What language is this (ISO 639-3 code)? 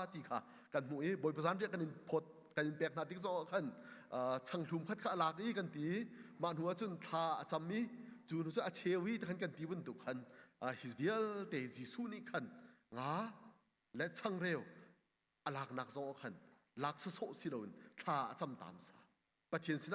cnh